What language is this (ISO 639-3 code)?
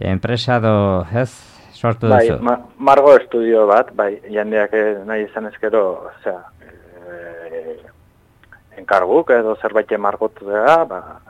eus